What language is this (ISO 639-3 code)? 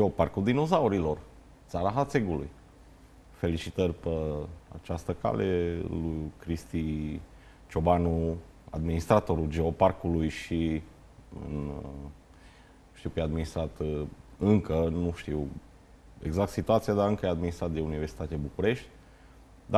ron